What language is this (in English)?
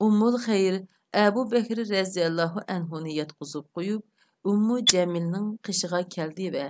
Uyghur